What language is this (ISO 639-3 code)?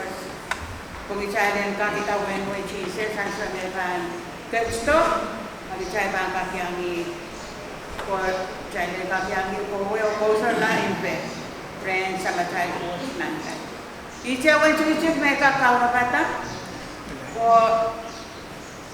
pon